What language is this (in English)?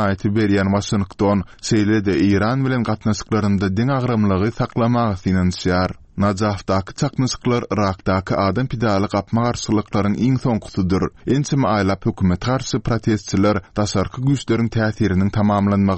Turkmen